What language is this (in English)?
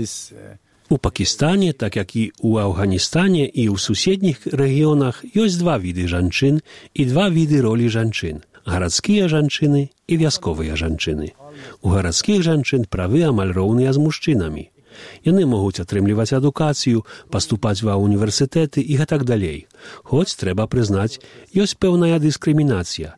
Belarusian